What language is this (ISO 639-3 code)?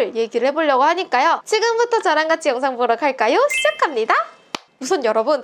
kor